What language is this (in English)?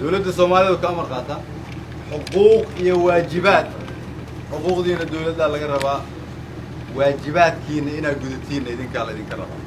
Somali